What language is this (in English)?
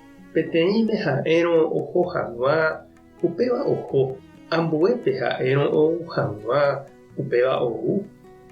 Guarani